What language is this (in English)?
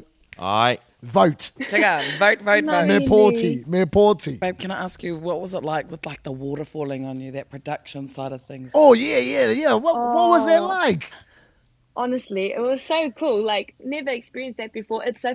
Māori